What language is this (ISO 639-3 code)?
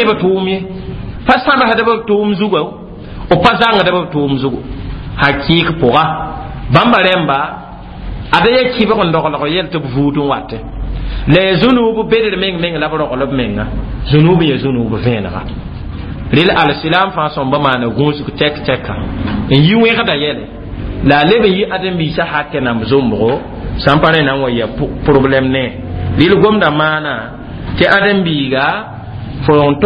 mos